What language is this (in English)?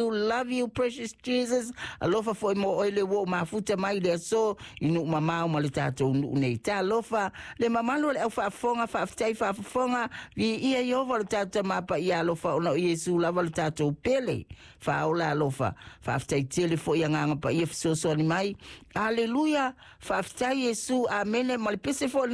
Samoan